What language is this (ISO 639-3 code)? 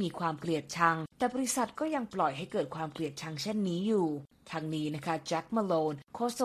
tha